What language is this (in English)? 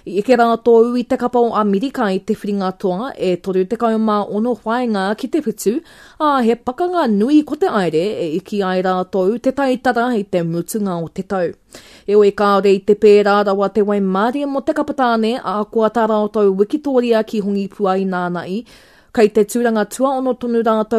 Māori